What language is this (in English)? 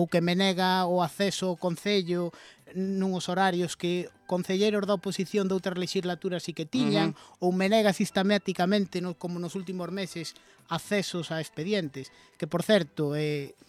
Galician